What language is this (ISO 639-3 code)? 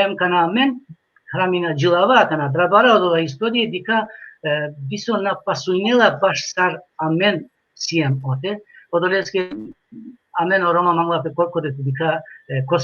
rmn